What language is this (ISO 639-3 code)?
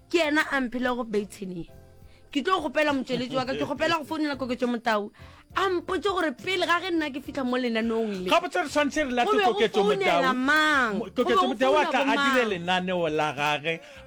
nso